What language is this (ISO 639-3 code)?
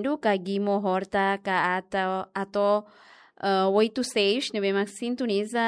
tet